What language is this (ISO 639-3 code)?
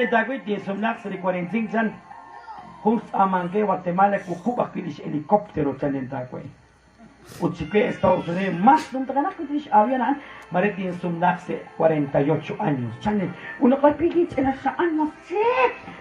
kek